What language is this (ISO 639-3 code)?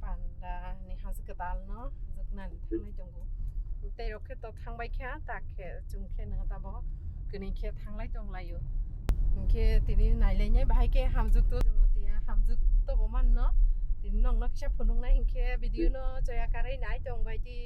trp